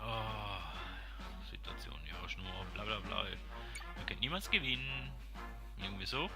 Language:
Swiss German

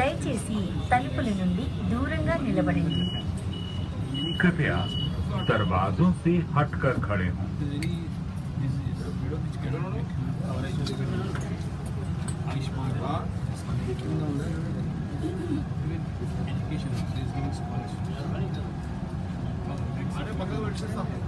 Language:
Telugu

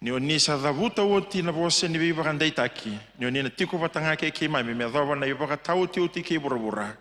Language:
Fijian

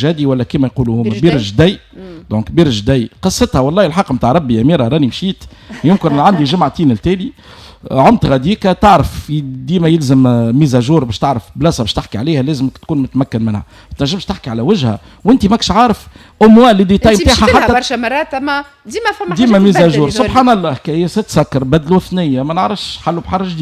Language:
Tunisian Arabic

